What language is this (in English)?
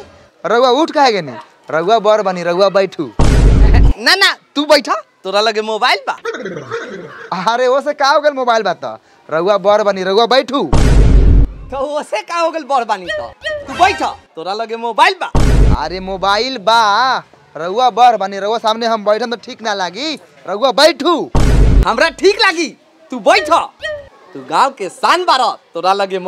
Bhojpuri